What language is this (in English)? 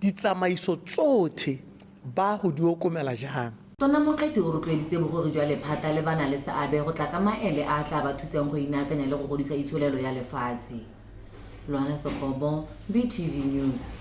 Tswana